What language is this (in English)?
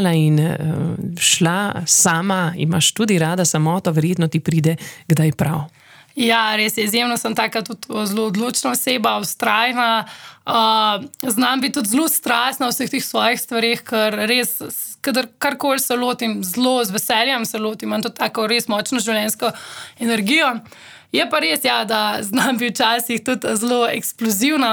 Slovenian